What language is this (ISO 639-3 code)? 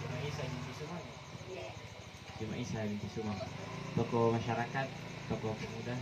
mak